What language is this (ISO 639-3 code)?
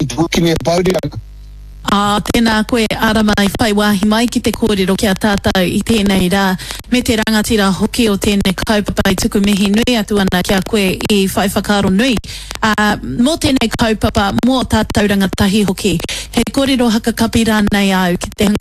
mri